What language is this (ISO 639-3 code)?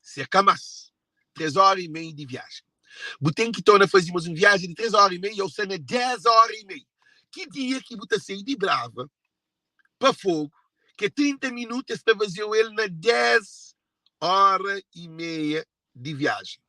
kea